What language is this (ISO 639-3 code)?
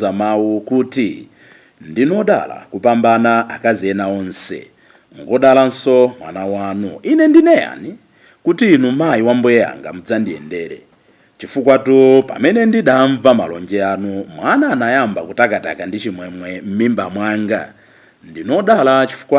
nya